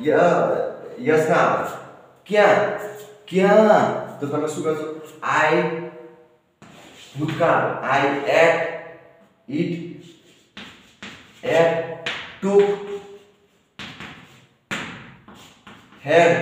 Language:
Gujarati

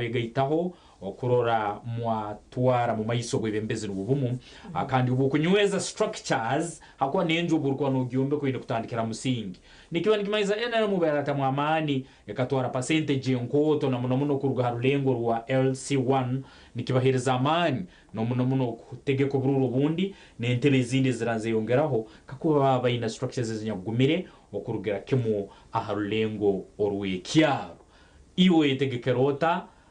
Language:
Nyankole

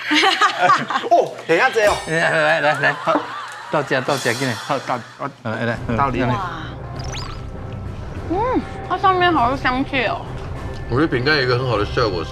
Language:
Chinese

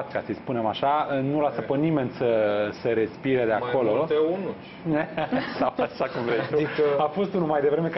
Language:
Romanian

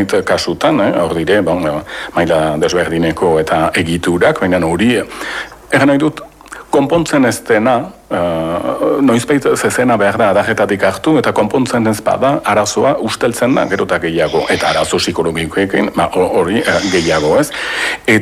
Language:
Basque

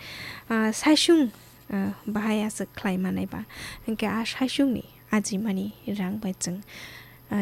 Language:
Kok Borok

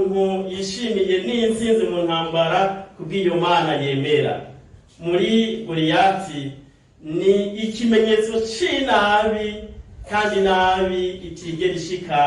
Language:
Rundi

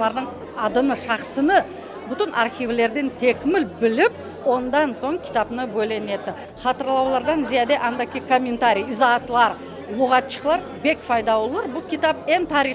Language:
Crimean Tatar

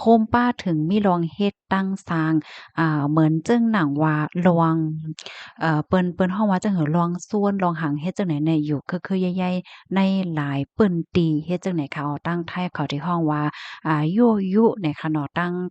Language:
Shan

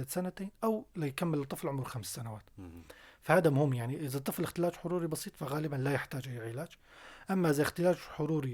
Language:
North Levantine Arabic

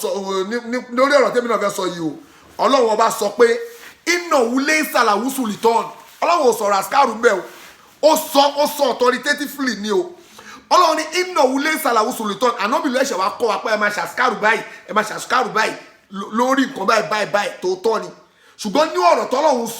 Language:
Yoruba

